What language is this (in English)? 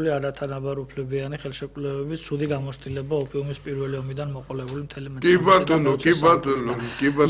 Georgian